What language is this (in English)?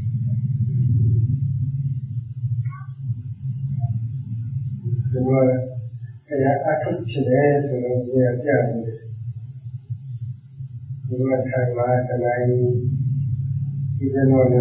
Burmese